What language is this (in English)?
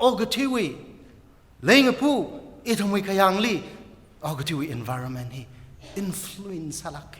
Tangkhul Naga (India)